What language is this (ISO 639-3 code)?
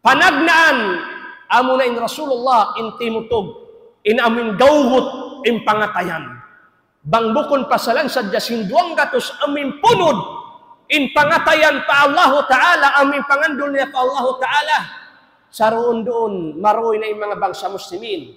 tsg